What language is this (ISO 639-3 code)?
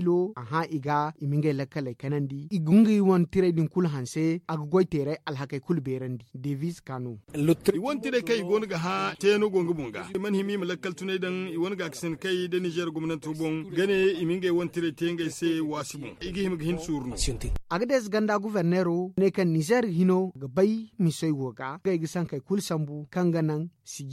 dje